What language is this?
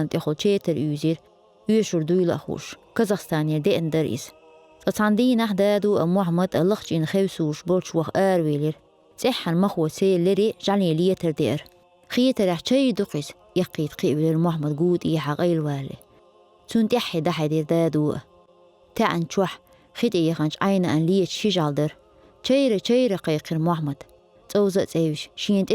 Chechen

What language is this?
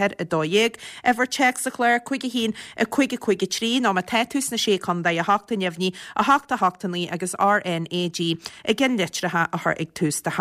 Irish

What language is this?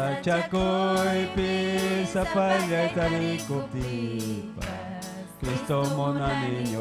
Ayacucho Quechua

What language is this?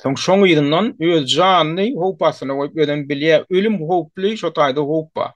Turkmen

